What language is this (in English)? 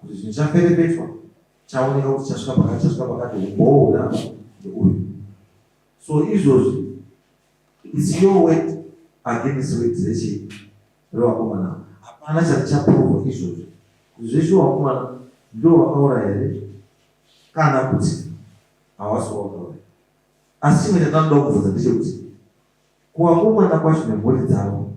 Shona